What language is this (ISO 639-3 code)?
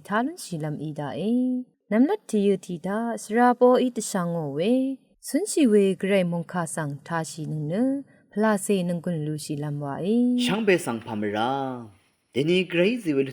raw